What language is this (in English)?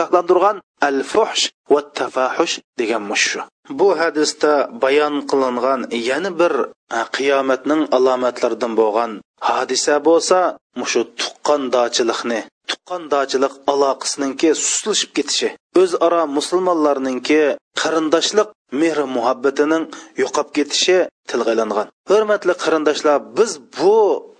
Uyghur